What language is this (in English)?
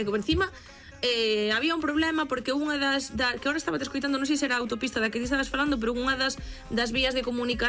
Galician